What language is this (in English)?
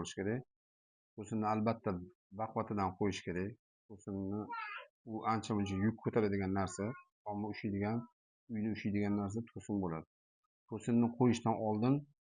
Uzbek